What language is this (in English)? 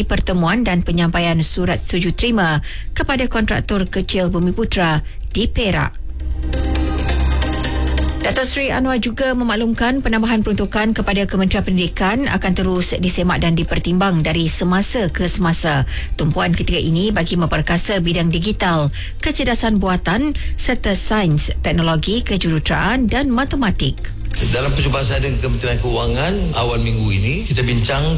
Malay